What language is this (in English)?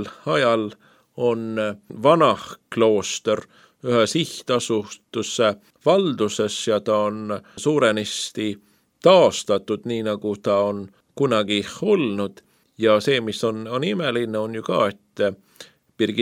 Estonian